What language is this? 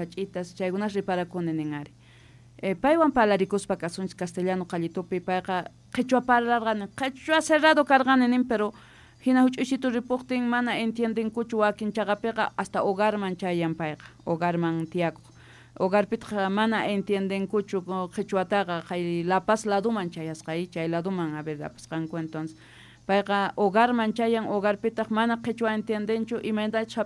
South Bolivian Quechua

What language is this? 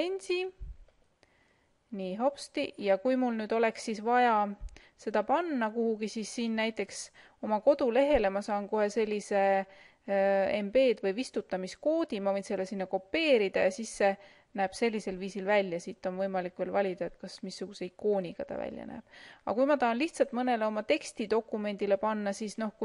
Estonian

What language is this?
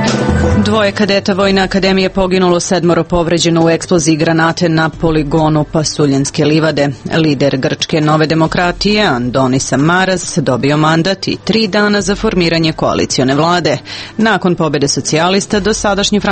Serbian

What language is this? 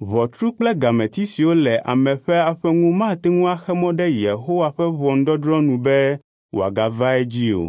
Ewe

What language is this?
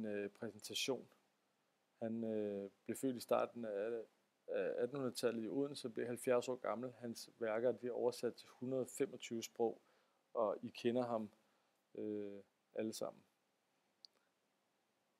Danish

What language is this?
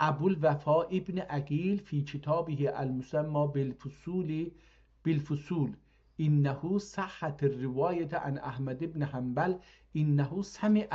South Azerbaijani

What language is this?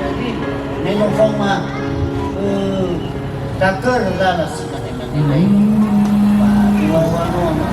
Nias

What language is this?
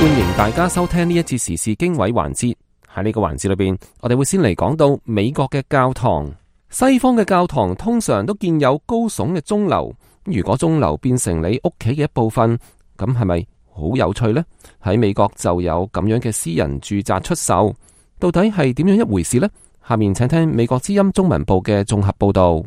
Cantonese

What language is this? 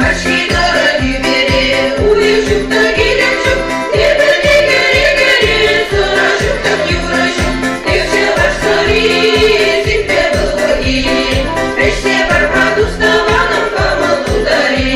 Chuvash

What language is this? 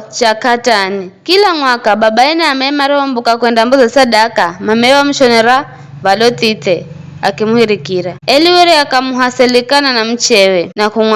Giryama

